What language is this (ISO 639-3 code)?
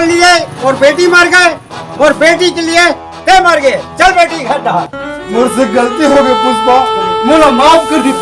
hne